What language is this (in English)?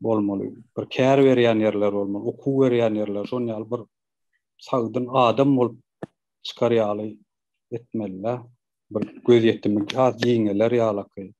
Turkmen